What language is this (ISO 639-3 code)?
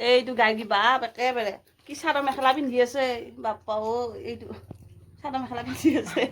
asm